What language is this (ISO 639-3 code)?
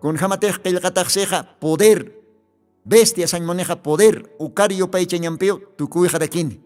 aym